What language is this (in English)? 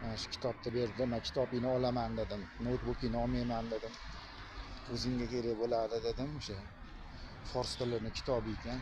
Uzbek